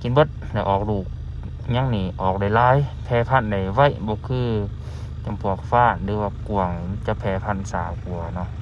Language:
Lao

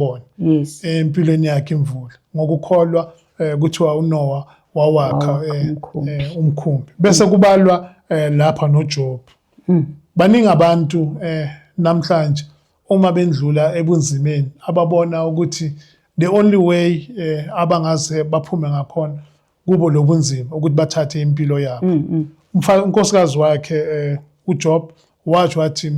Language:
Zulu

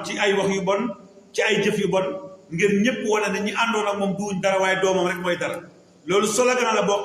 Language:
Wolof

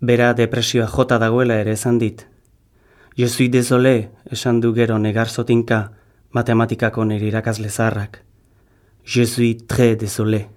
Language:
Basque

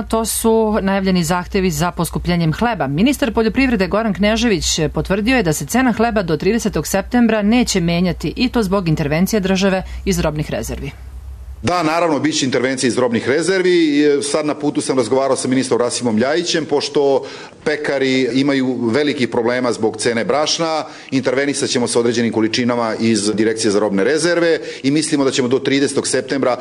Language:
Serbian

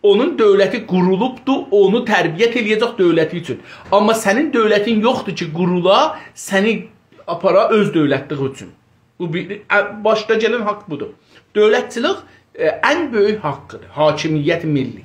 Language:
South Azerbaijani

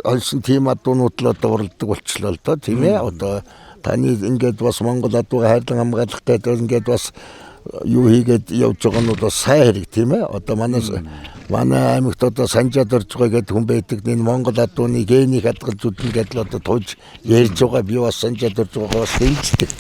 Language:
Mongolian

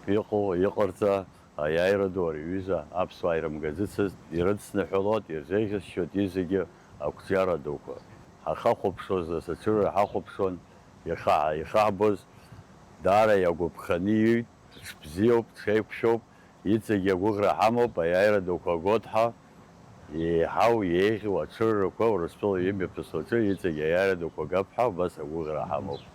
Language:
Abkhazian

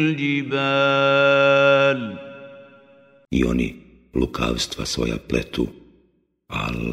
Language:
Bosnian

